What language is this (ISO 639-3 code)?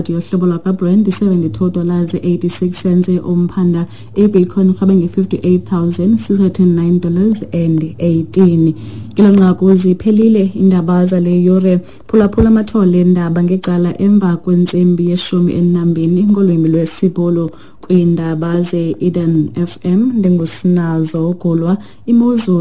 xho